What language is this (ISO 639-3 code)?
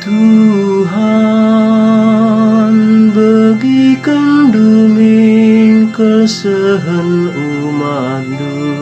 btx